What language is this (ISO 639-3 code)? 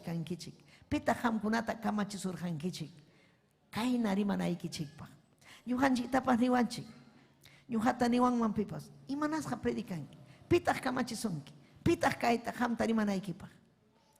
quy